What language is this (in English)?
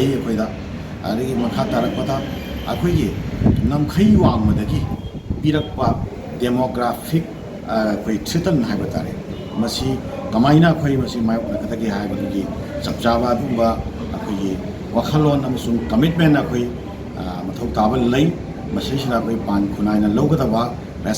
Manipuri